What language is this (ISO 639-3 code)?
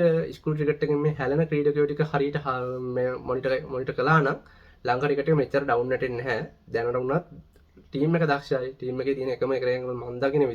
sin